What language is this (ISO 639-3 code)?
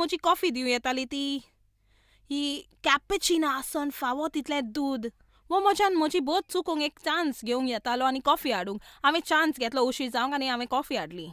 kok